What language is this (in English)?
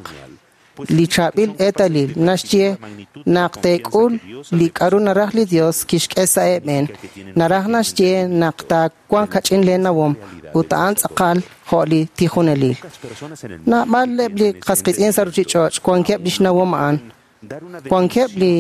Kekchí